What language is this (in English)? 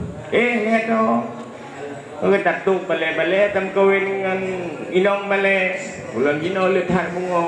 Achinese